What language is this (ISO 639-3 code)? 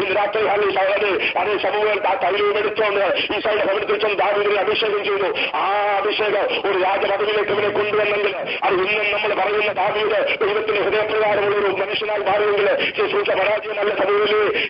mal